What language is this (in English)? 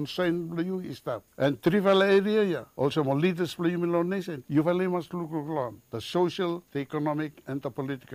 Bislama